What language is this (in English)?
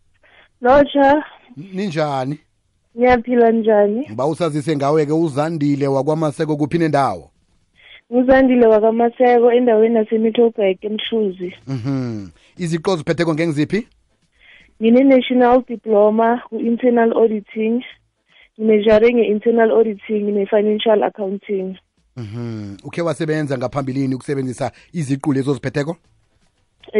South Ndebele